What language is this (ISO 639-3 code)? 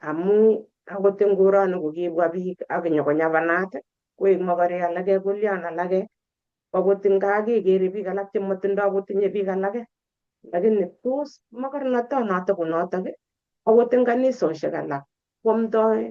kln